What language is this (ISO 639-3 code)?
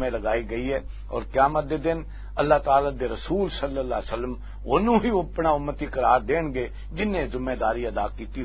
lah